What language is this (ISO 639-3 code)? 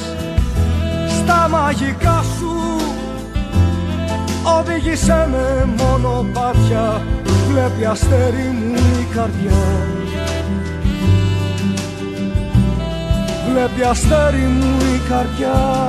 ell